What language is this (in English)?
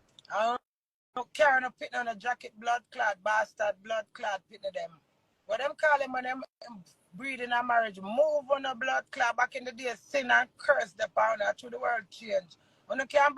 Jamaican Creole English